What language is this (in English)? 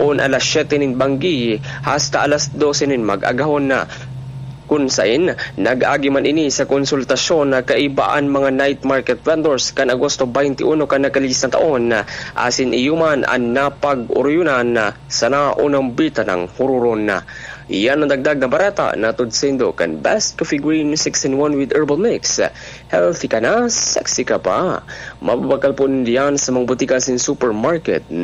Bikol